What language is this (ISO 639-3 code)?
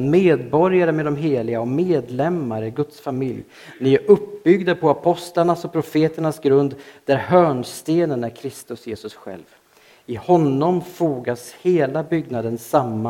swe